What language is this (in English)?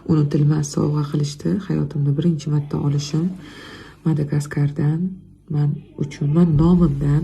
Uzbek